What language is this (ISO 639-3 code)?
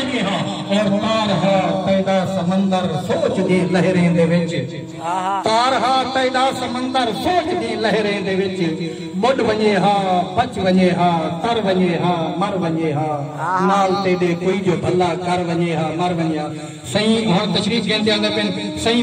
skr